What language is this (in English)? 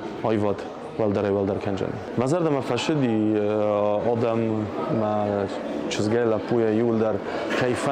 Ossetic